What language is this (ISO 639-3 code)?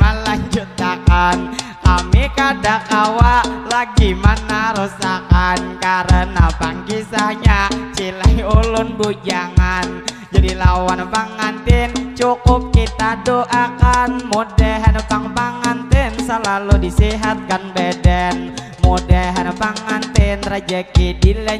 bjn